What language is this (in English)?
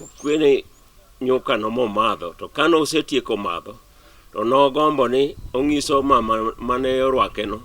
Luo (Kenya and Tanzania)